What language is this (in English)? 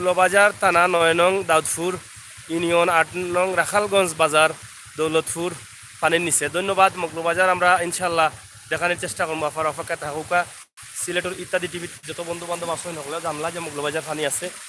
Sylheti